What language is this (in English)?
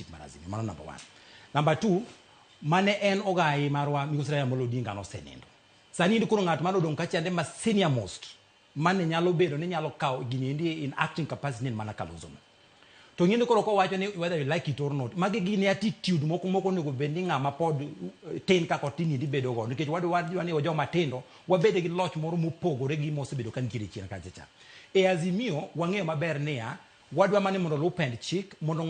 Luo (Kenya and Tanzania)